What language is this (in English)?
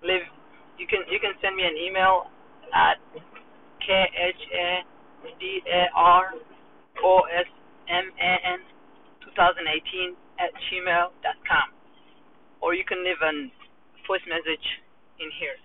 English